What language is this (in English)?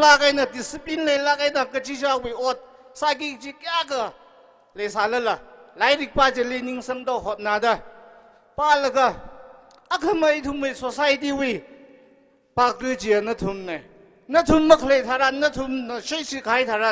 Tangkhul Naga (India)